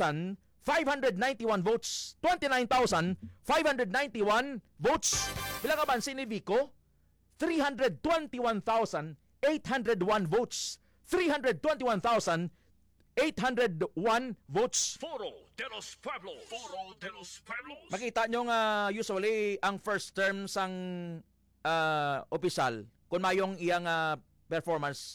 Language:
Hiligaynon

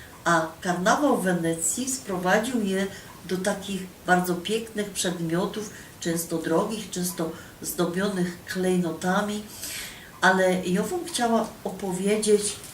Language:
Silesian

